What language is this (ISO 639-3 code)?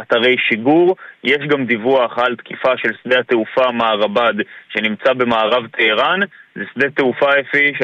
heb